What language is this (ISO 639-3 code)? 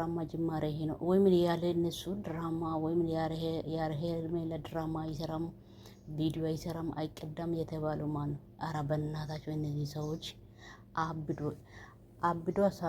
amh